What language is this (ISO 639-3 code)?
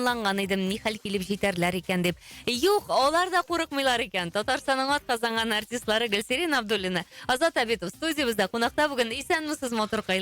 tat